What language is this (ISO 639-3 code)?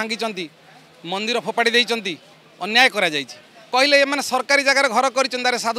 ori